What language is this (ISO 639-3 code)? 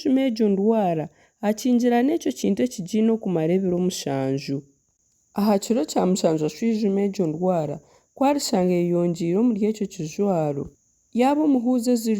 nyn